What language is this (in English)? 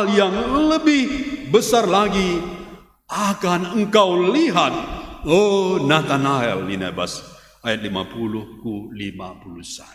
Batak Karo